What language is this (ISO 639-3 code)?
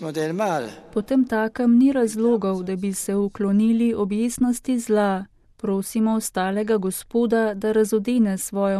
slv